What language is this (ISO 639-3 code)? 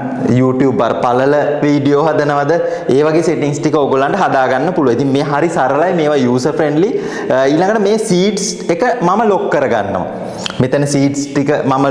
sin